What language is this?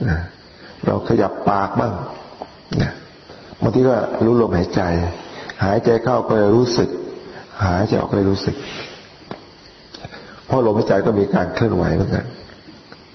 Thai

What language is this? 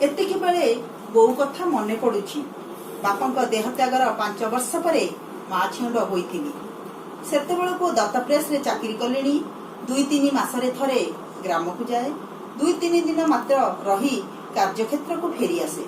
Odia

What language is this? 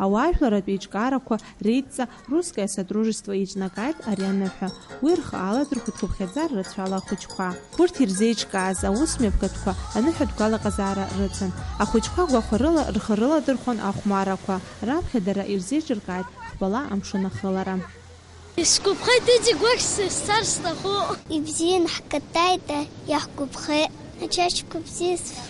Abkhazian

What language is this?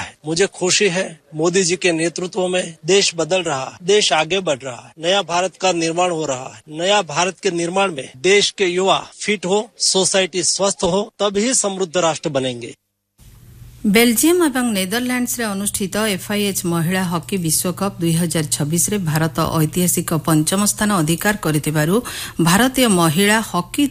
Odia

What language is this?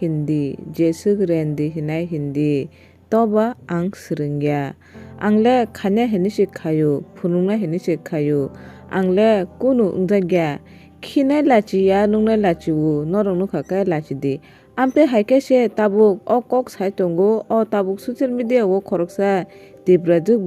Kok Borok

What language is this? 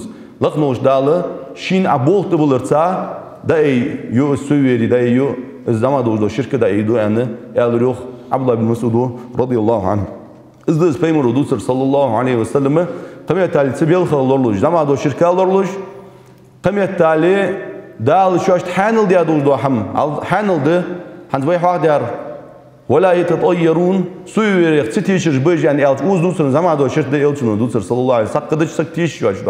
Ingush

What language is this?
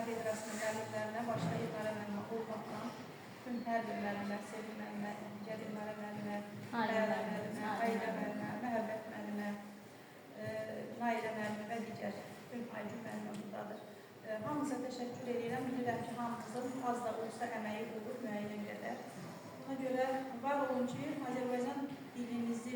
Azerbaijani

